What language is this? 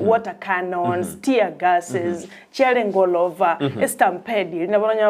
Gusii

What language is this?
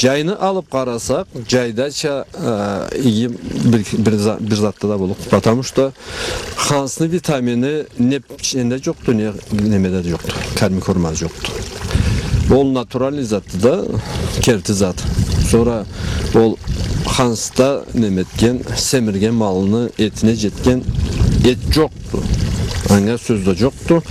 Karachay-Balkar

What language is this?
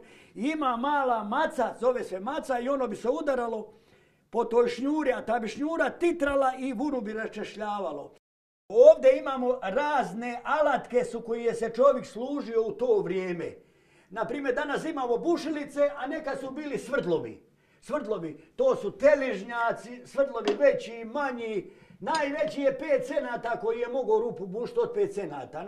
Croatian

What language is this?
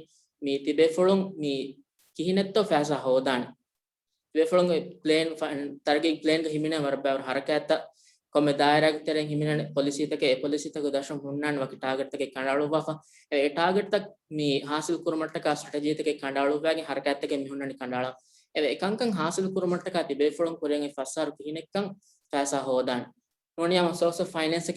Divehi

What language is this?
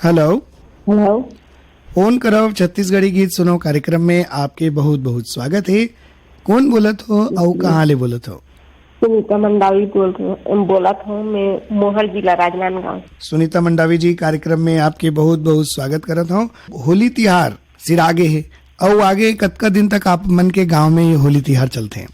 Chhattisgarhi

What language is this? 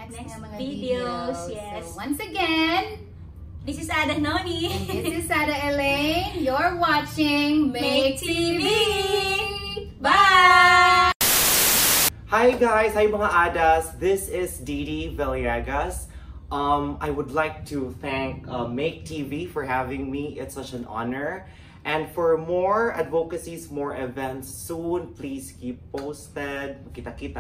Cebuano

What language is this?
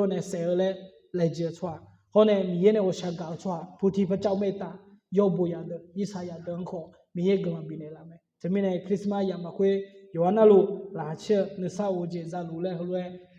Akha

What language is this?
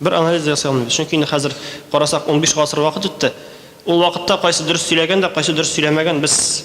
Tatar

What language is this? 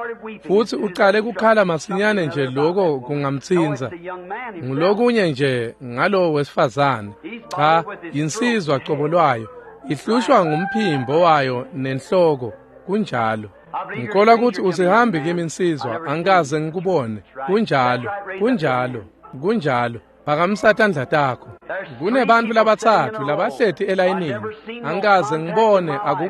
Swati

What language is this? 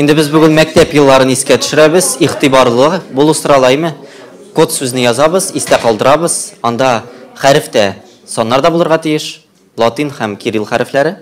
Tatar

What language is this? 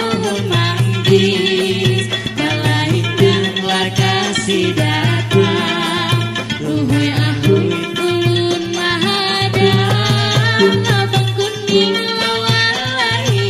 Banjar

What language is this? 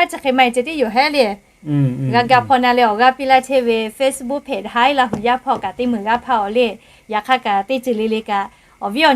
Lahu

